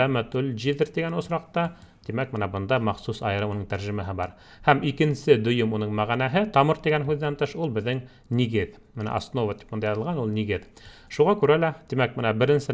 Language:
Bashkir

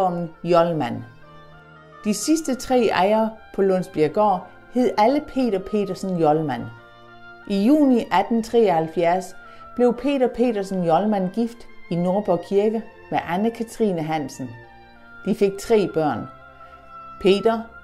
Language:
Danish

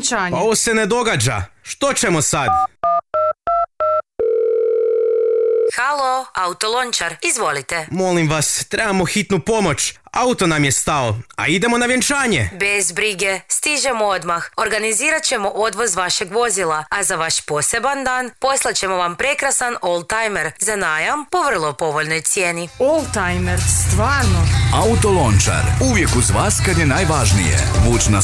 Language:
Croatian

